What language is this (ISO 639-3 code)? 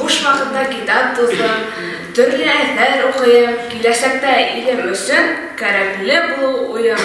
bak